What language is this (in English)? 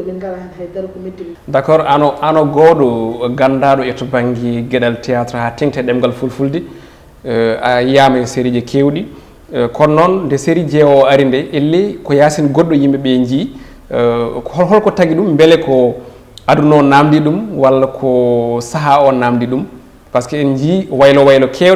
Fula